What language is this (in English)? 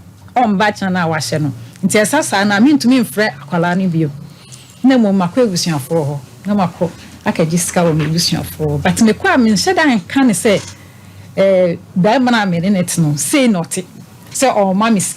Akan